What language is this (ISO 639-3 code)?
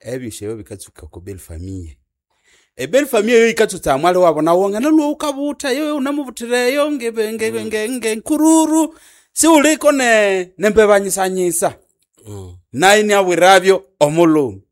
nnb